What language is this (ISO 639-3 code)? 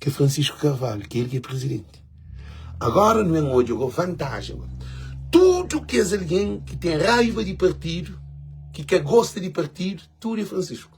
kea